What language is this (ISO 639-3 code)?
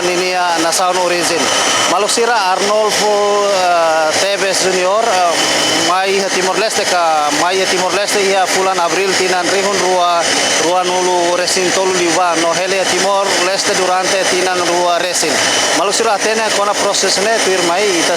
tet